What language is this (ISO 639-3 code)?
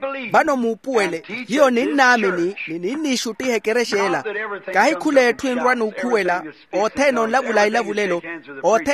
vmw